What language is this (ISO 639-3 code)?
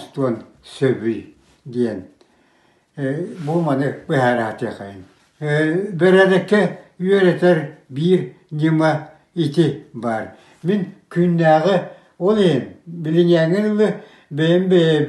sah